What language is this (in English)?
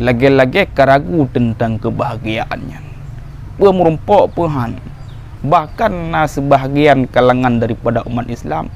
Achinese